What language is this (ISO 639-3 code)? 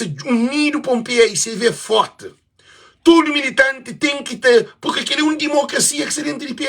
kea